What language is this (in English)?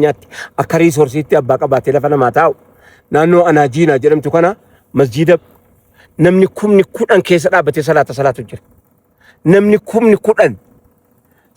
Oromo